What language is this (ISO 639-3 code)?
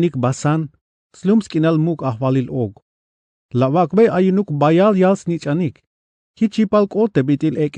tzh